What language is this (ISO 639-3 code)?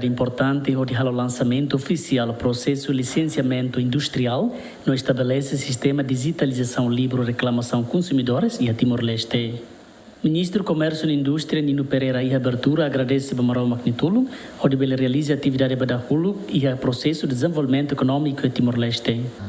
tet